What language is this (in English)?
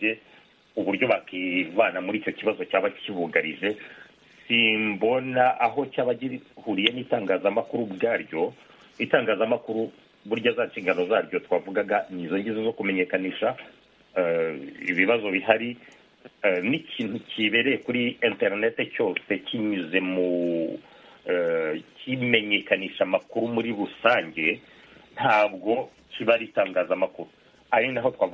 Kinyarwanda